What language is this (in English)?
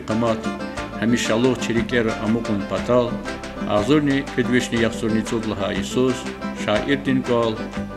Lezghian